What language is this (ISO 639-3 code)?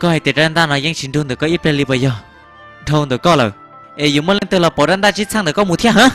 hmn